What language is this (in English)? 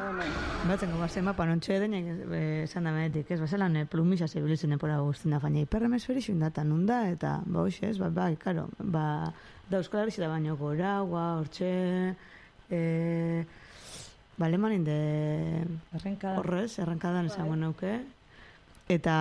Basque